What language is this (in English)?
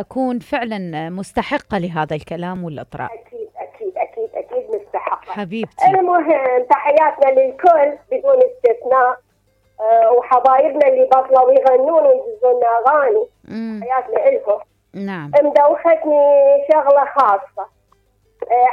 Mesopotamian Arabic